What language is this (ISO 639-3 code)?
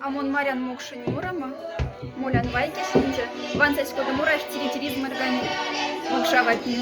mdf